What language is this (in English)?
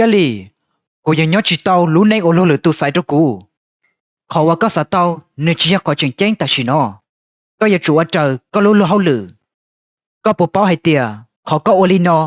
Hmong